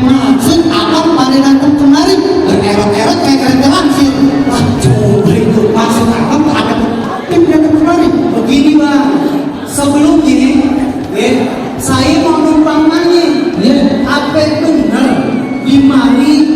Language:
Betawi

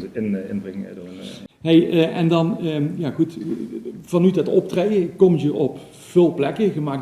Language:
Limburgish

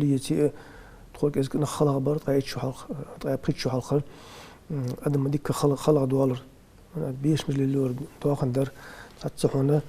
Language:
Ingush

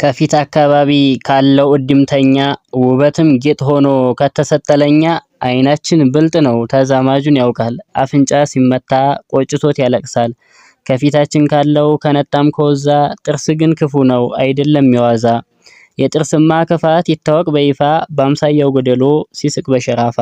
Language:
Amharic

